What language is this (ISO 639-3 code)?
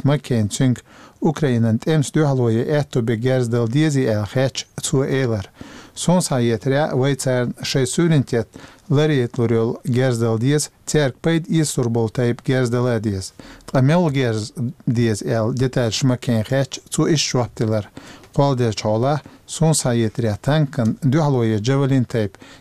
che